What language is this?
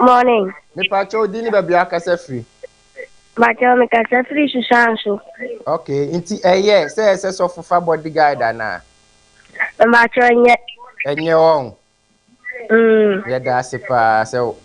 Akan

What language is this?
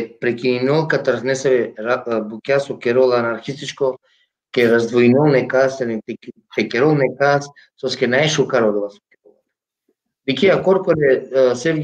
Balkan Romani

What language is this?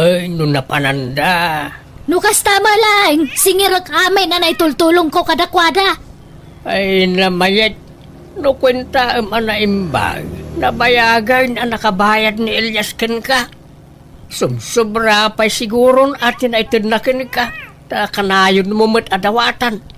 Iloko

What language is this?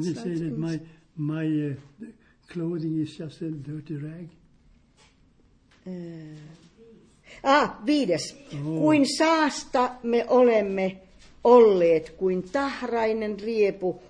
Finnish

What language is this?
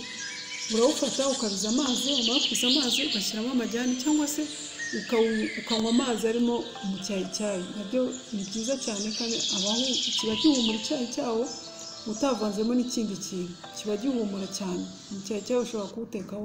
Kinyarwanda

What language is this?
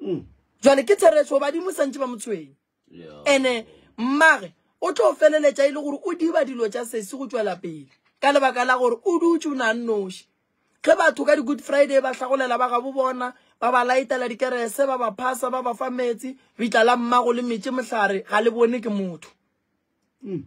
Northern Sotho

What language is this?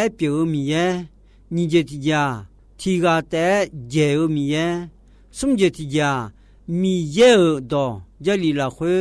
Akha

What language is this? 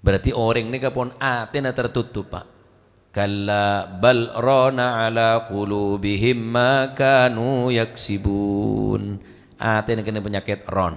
Madurese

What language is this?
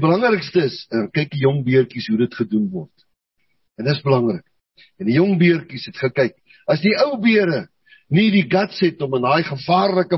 Afrikaans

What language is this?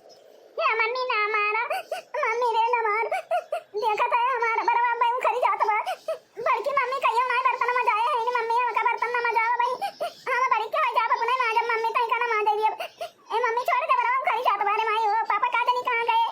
Awadhi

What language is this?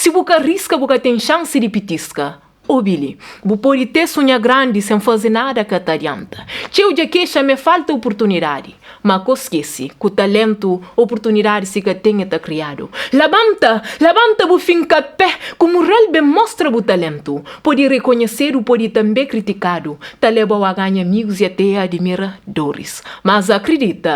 Kabuverdianu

